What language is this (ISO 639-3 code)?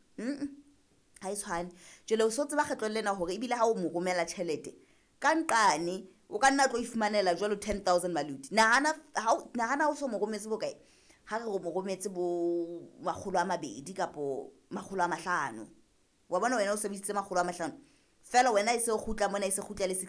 sot